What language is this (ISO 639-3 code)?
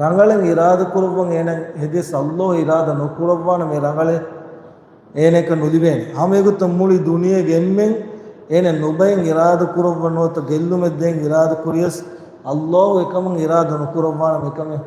div